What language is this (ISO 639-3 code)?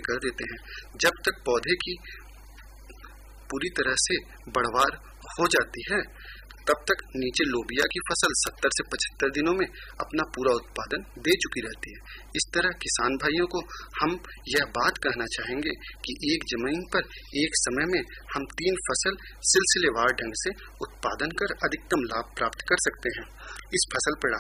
hin